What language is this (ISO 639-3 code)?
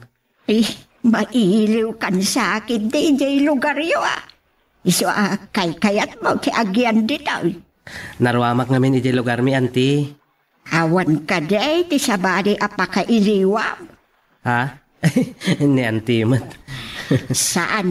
ilo